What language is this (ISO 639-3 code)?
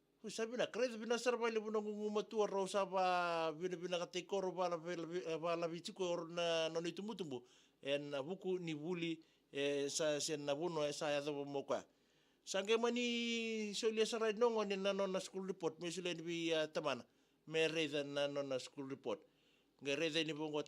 fij